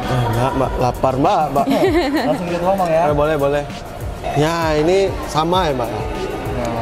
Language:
Indonesian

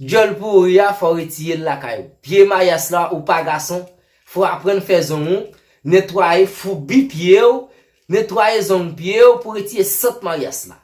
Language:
Haitian Creole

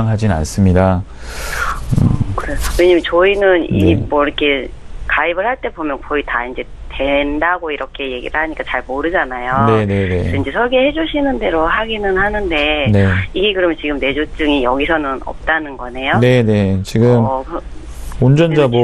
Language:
Korean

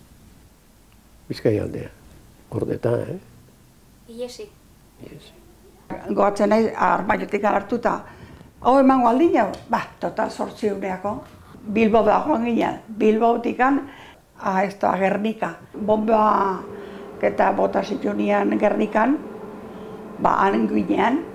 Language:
Basque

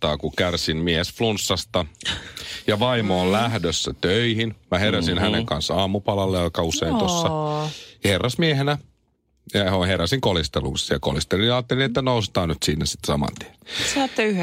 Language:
Finnish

